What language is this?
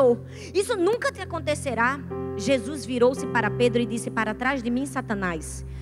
Portuguese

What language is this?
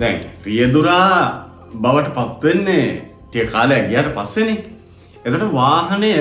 Sinhala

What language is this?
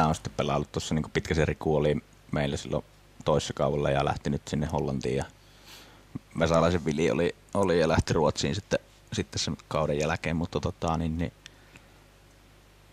Finnish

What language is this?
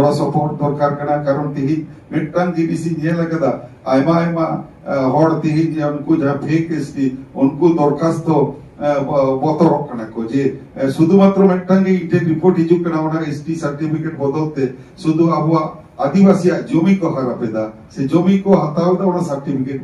Santali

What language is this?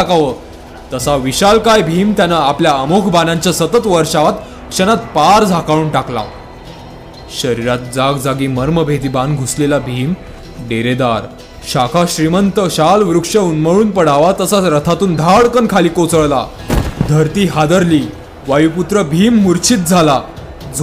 Marathi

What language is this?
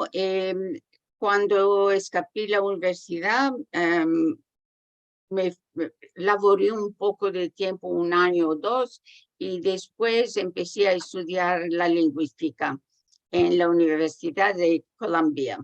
Ladino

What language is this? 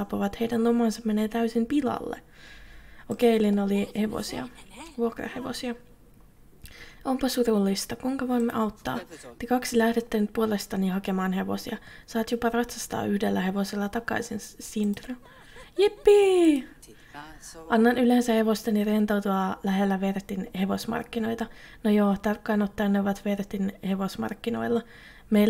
Finnish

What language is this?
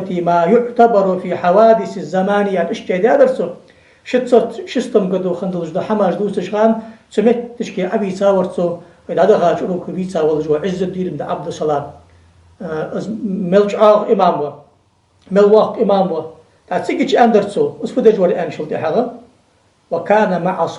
Ingush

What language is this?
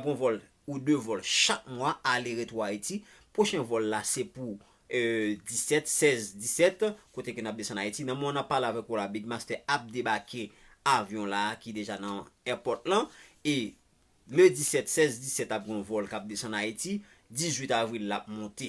Haitian Creole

